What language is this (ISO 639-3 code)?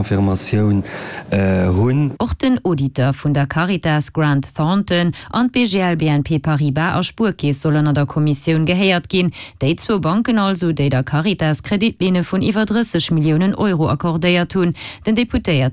ltz